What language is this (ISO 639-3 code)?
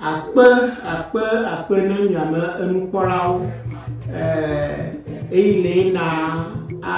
ewe